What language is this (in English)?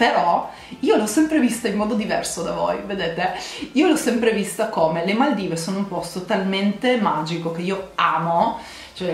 Italian